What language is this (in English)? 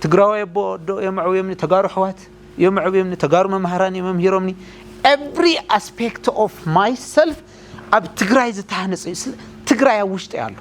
Tigrinya